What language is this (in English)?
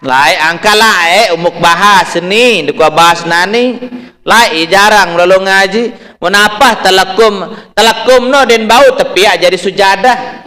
Sasak